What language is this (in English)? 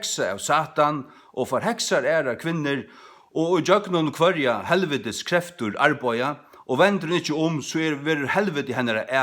Faroese